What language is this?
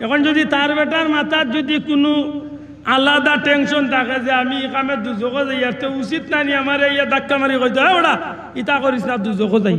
Sylheti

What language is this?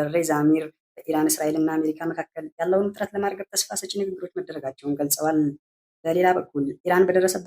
Amharic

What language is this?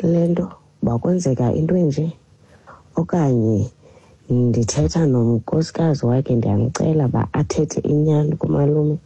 Xhosa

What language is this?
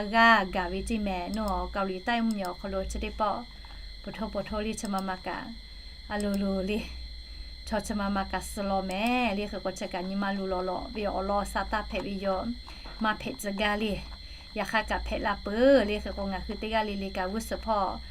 Lahu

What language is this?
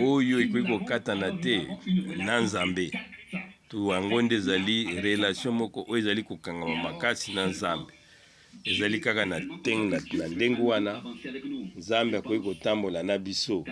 Lingala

